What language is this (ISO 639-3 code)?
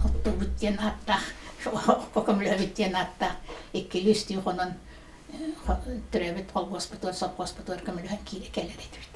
sah